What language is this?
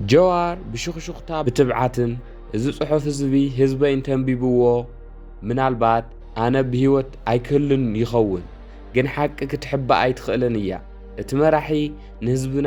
Tigrinya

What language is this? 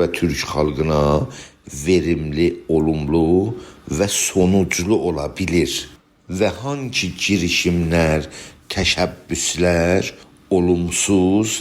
South Azerbaijani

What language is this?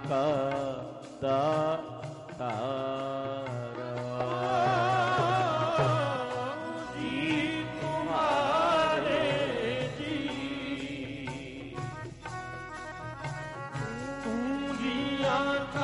Punjabi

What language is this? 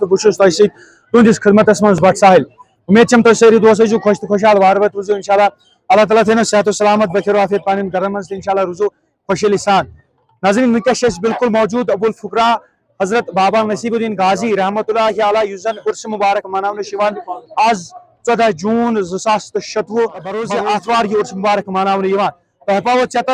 Kashmiri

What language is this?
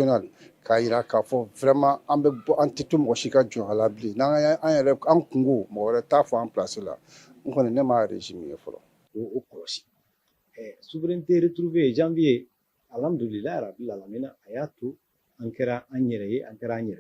Bambara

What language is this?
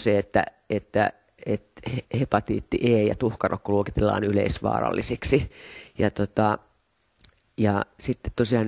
Finnish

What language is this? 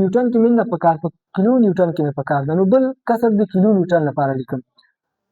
Pashto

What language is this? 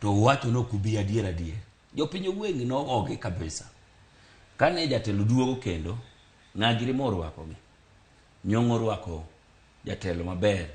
Luo (Kenya and Tanzania)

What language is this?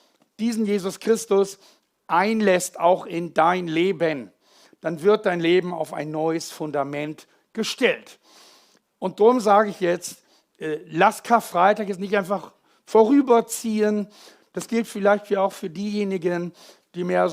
Swiss German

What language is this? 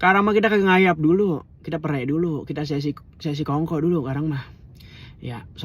Betawi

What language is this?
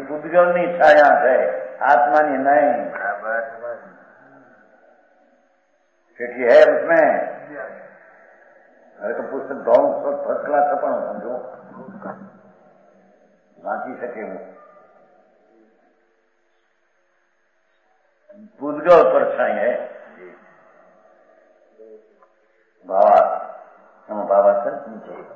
Gujarati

